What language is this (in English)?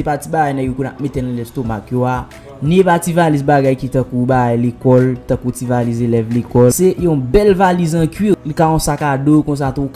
Haitian Creole